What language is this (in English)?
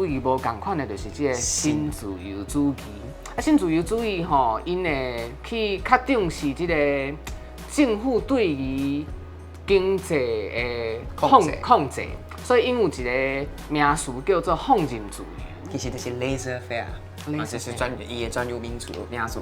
Min Nan Chinese